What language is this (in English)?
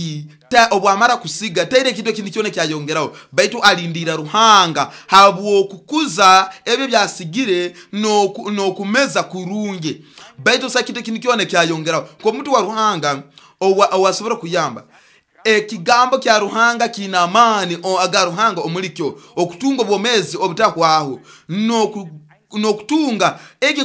Nyoro